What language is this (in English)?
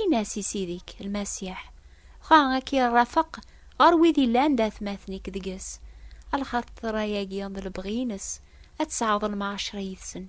Kabyle